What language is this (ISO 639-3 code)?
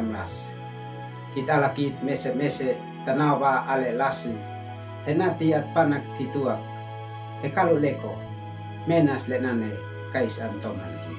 aoz